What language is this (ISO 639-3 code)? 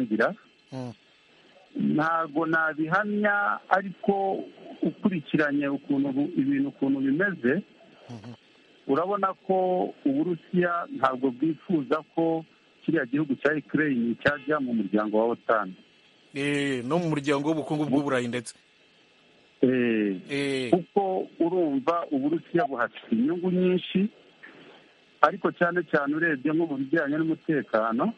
kin